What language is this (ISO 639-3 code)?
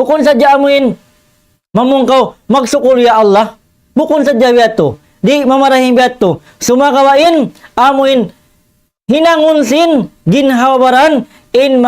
tsg